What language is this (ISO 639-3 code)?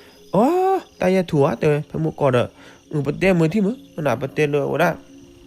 ksw